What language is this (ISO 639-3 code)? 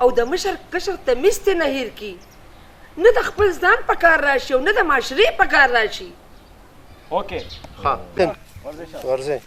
pus